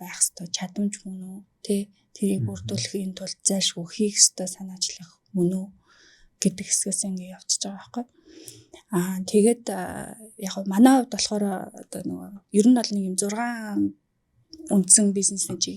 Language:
Mongolian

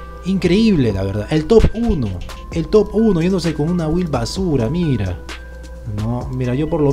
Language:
Spanish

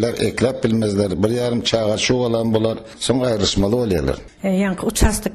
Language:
Turkmen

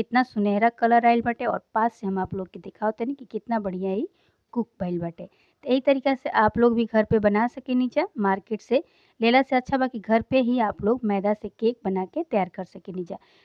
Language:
Bhojpuri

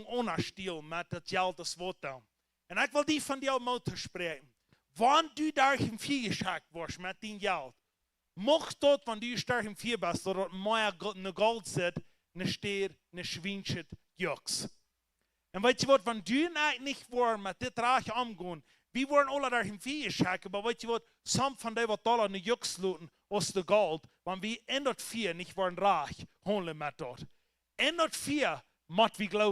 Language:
Plautdietsch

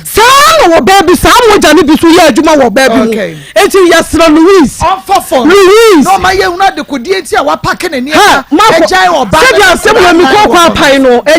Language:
Akan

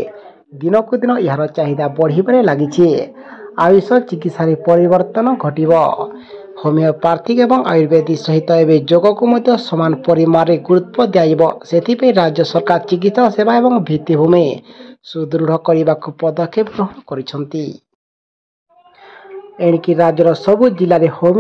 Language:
Odia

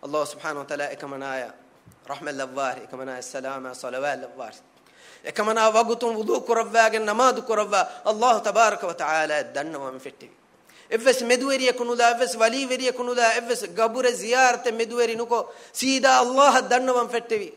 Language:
Divehi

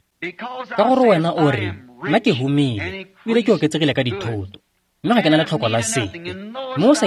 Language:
Tswana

